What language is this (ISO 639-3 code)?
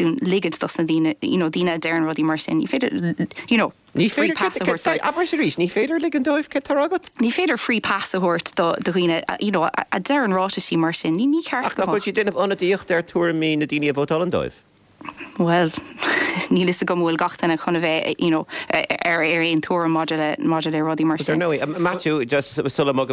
gle